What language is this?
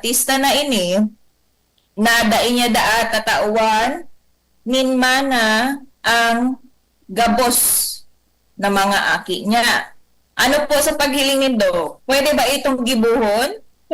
Bikol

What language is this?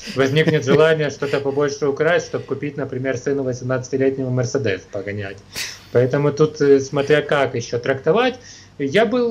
Russian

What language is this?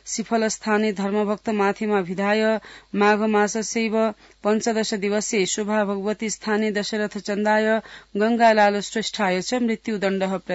Sanskrit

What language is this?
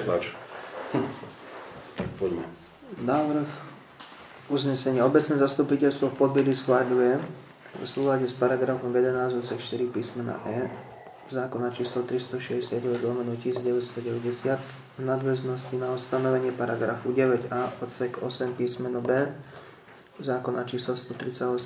Slovak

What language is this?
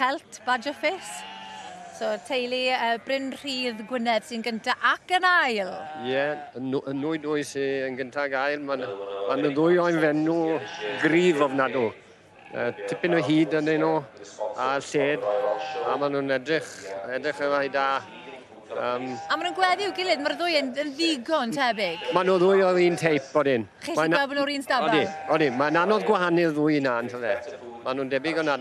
Welsh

